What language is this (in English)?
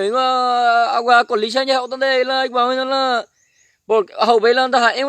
Guarani